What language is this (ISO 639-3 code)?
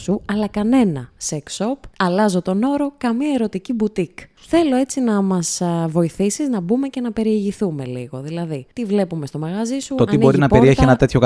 ell